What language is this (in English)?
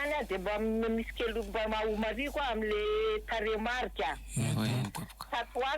Malagasy